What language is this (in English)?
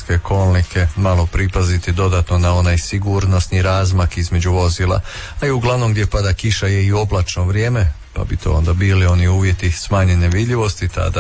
Croatian